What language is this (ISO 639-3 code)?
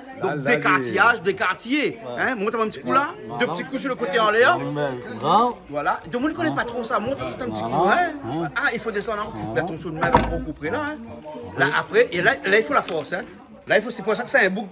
rcf